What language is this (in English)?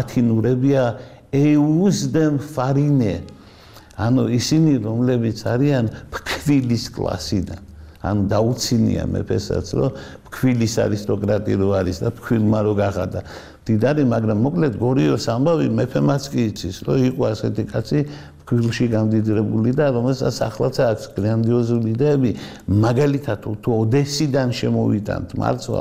Georgian